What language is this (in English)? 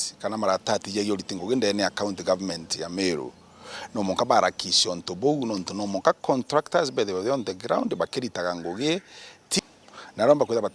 Meru